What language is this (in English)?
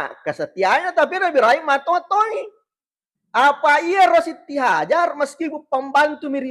Buginese